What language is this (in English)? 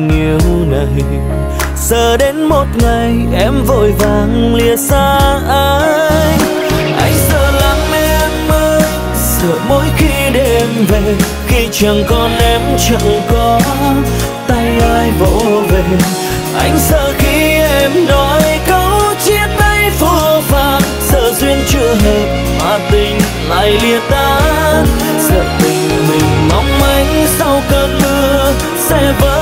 Vietnamese